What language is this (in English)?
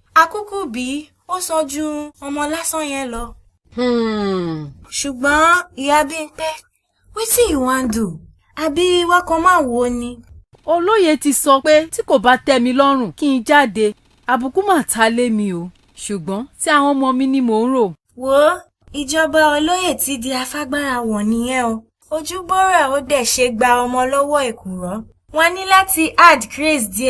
Yoruba